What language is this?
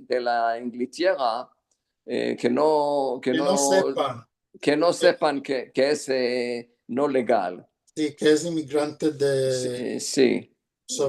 Ladino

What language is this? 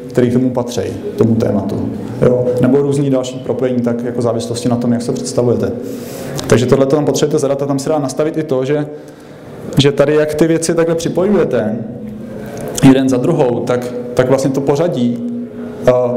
Czech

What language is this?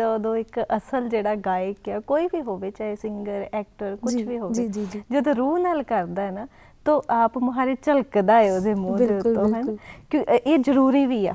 Punjabi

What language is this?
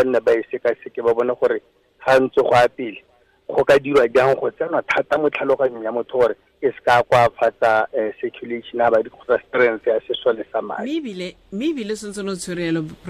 Tswana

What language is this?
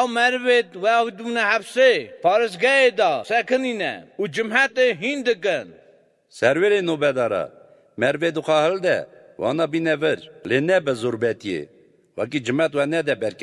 Kurdish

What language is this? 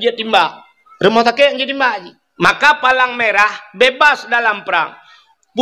Achinese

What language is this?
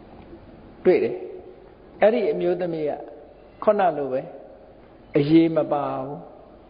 Burmese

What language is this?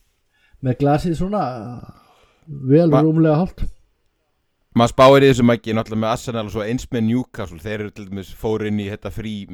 Icelandic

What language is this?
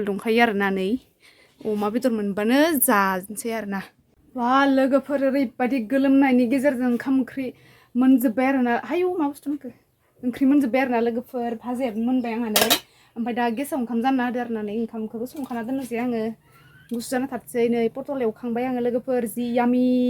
Bodo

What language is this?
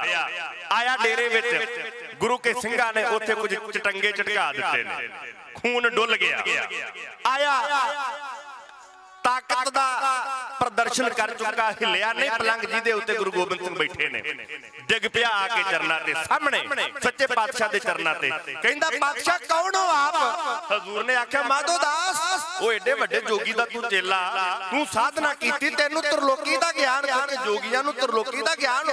Punjabi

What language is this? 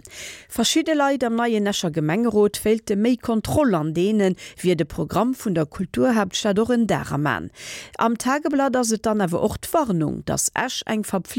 Luxembourgish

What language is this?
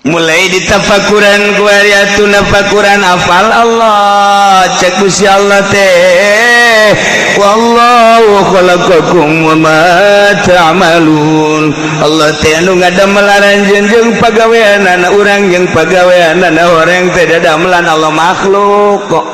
Sundanese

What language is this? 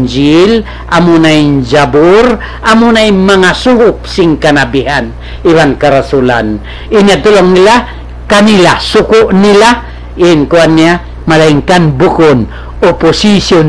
Tausug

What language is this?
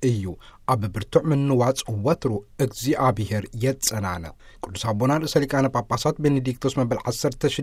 Tigrinya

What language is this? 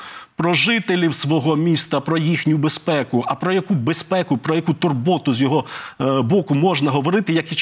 Ukrainian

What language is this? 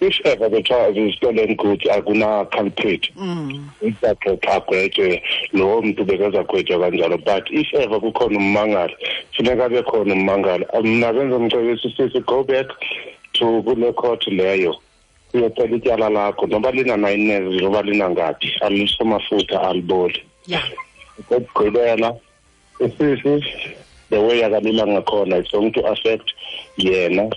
Xhosa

